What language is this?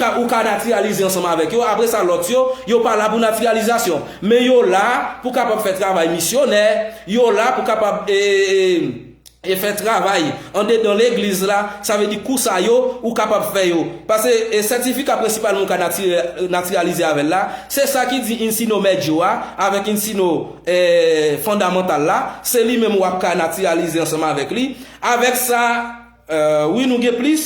Haitian Creole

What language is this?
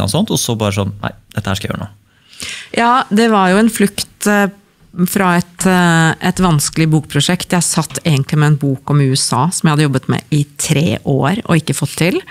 Norwegian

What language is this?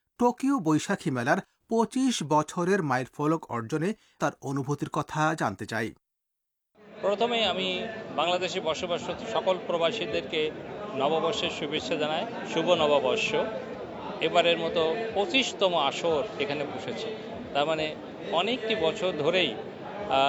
Bangla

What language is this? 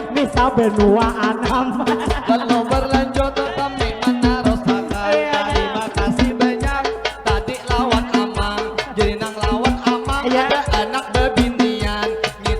Banjar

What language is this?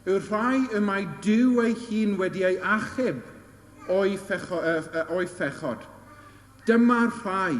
Welsh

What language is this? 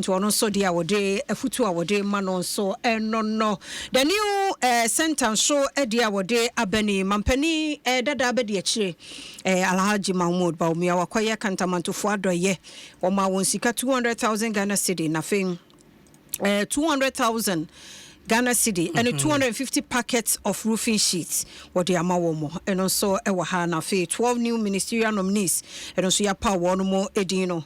Akan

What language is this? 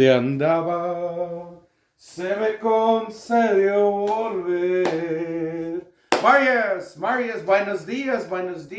Plautdietsch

